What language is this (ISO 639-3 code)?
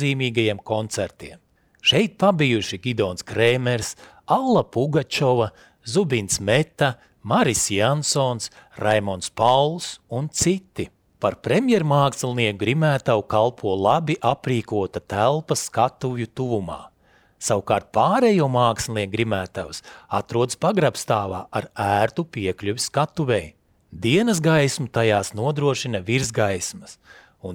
lav